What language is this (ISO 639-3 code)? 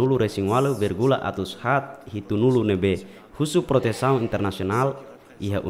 tet